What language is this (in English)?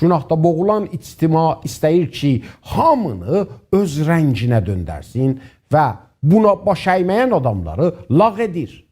South Azerbaijani